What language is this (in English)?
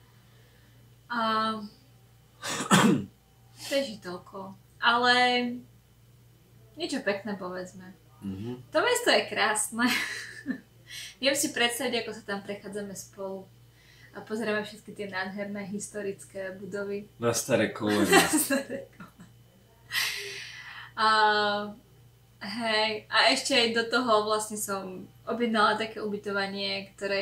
Slovak